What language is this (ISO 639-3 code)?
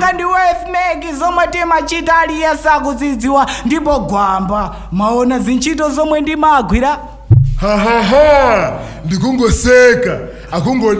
nya